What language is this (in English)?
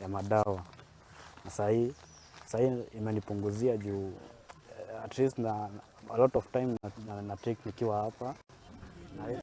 Kikuyu